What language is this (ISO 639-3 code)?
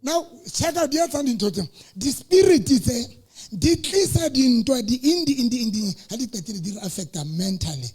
sot